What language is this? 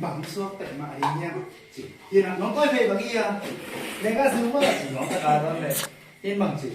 Tedim Chin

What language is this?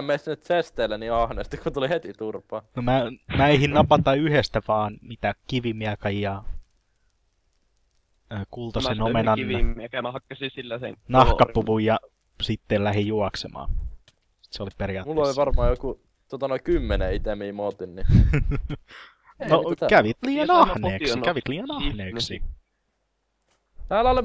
Finnish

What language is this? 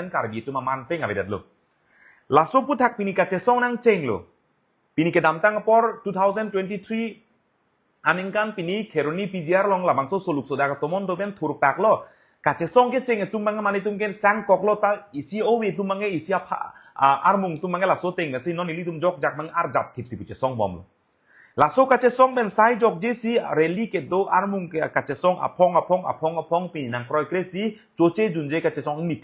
Karbi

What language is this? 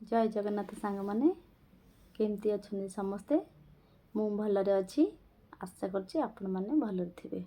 Odia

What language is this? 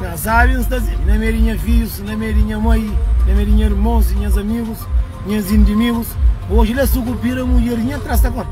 Kabuverdianu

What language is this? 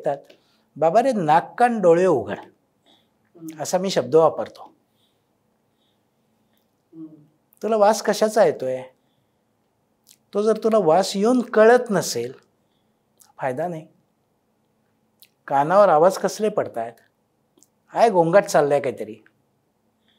Marathi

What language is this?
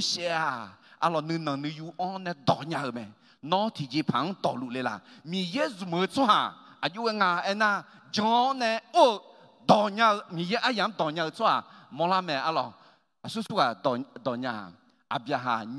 Akha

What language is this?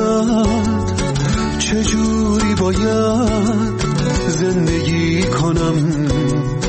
Persian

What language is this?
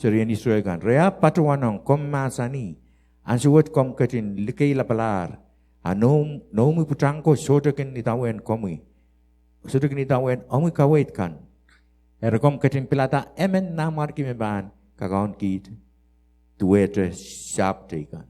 Pohnpeian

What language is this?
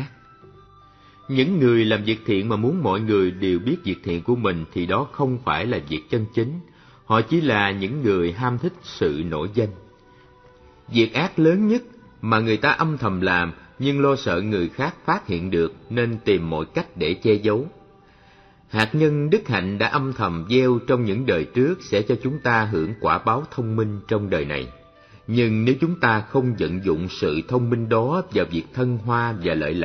Vietnamese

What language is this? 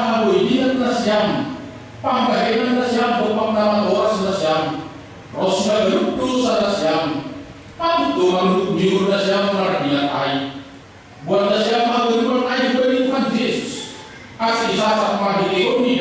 Batak Simalungun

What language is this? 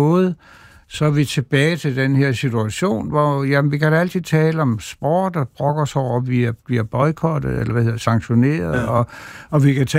Danish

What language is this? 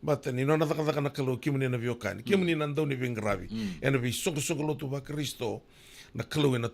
Fijian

